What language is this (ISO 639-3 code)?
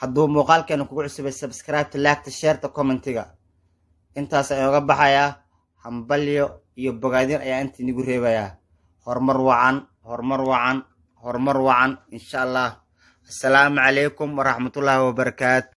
som